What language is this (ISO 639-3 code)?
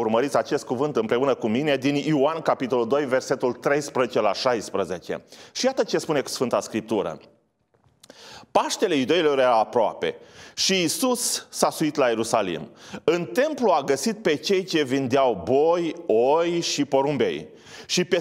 ron